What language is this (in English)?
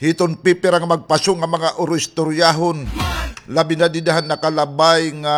Waray